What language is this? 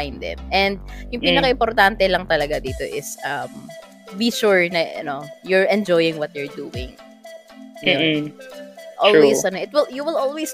Filipino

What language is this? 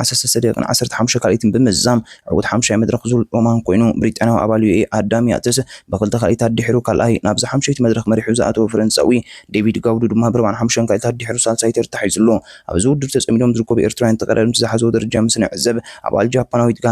Tigrinya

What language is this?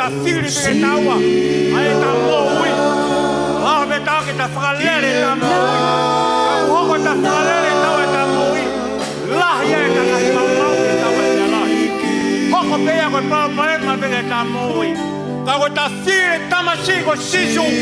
Tongan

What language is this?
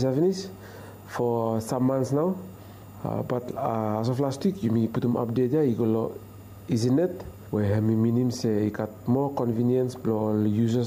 Bislama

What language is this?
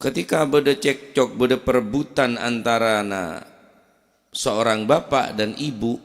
Madurese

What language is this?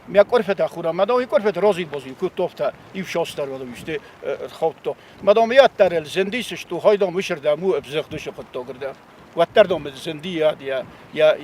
Ossetic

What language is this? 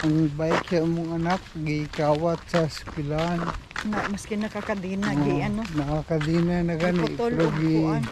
Cebuano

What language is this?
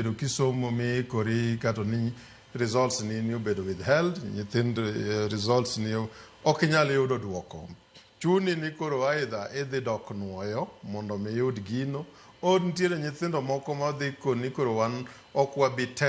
Luo (Kenya and Tanzania)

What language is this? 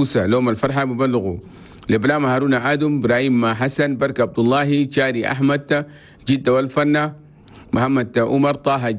Chadian Arabic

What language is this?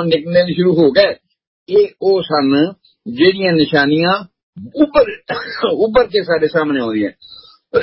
Punjabi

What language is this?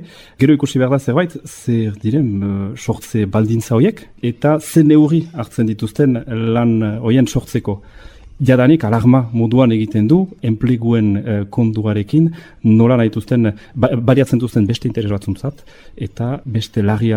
Basque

